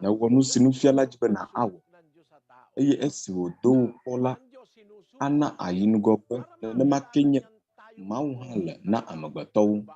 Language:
Ewe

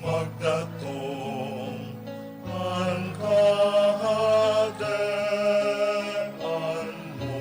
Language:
Bikol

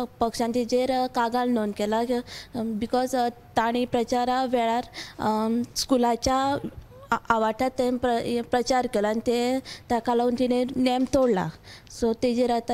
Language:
Konkani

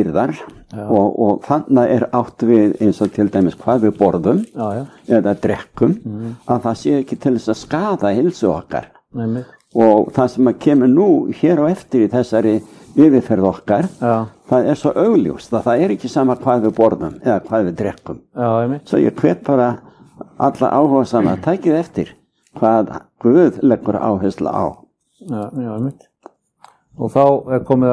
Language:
Icelandic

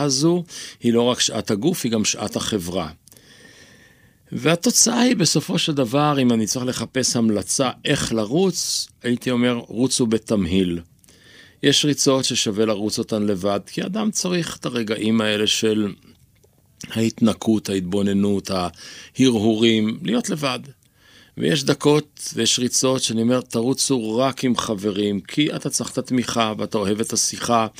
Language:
Hebrew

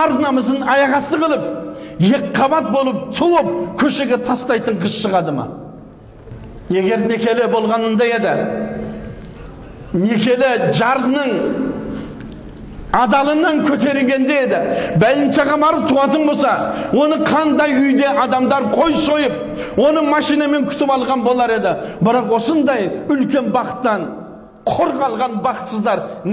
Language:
Kazakh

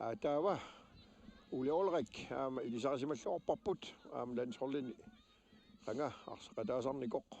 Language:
Kalaallisut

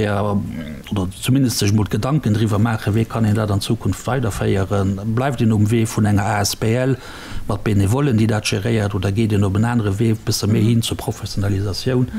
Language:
Luxembourgish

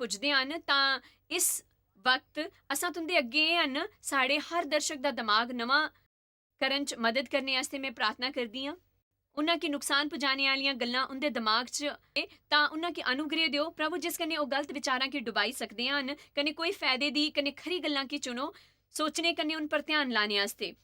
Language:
Dogri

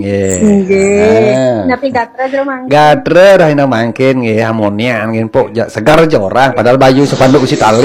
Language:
Balinese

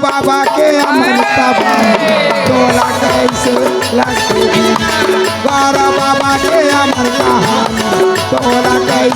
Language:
Chhattisgarhi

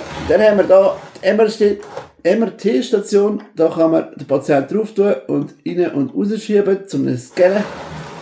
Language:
Swiss German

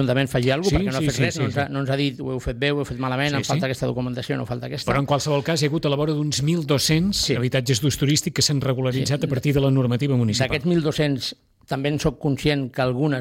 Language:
Catalan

